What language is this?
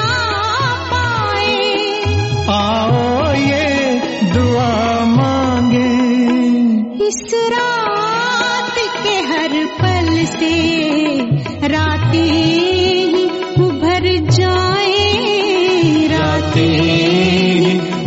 Hindi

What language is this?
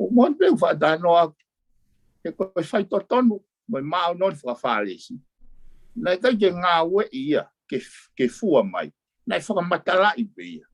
Tongan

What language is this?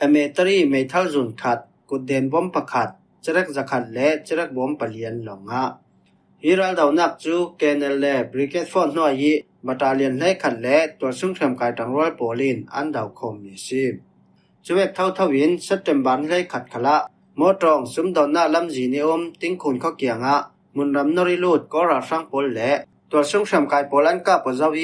Falam Chin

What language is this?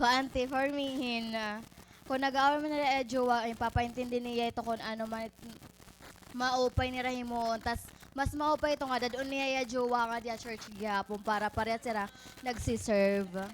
Waray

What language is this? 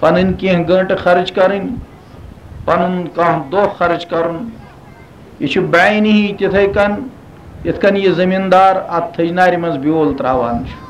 Kashmiri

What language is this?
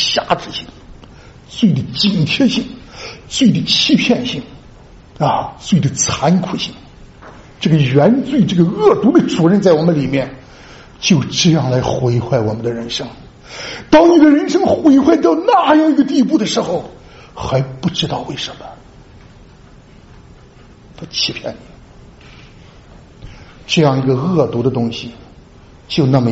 Chinese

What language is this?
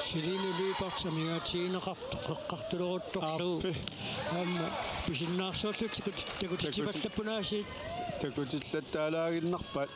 Kalaallisut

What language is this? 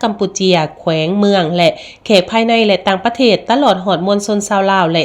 Lao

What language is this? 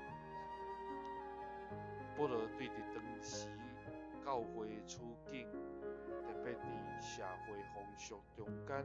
Min Nan Chinese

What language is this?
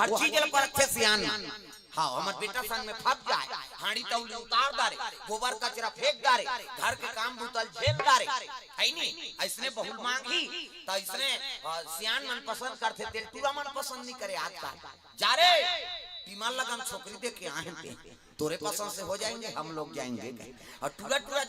Chhattisgarhi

